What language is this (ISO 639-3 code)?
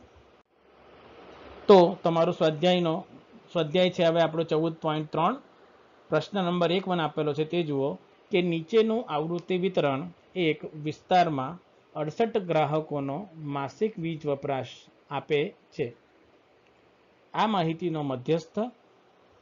guj